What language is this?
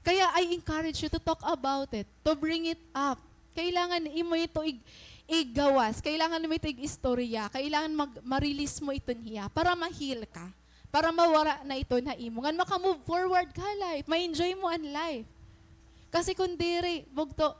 Waray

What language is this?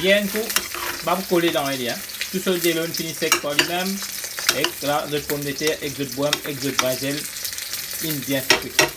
Morisyen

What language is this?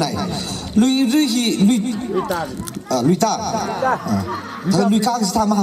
Tangkhul Naga (India)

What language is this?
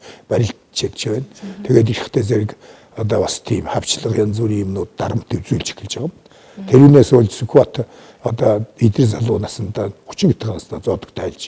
Mongolian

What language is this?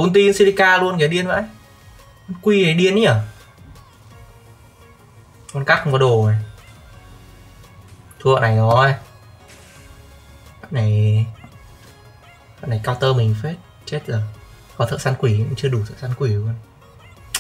Vietnamese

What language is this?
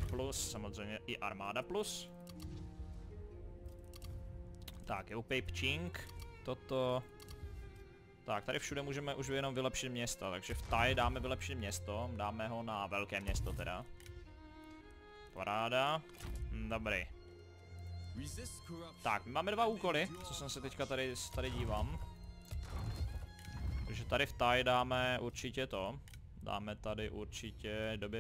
Czech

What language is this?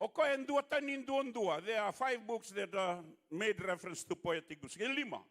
Fijian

